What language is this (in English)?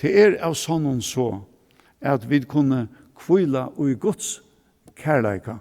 Faroese